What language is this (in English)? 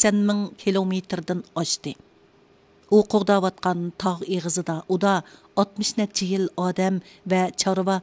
Uyghur